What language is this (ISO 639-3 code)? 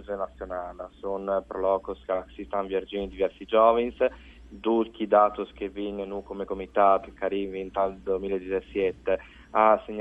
fur